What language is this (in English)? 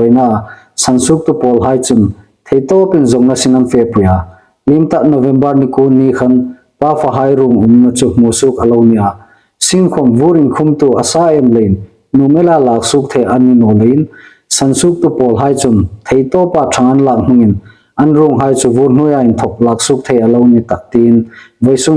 Hmar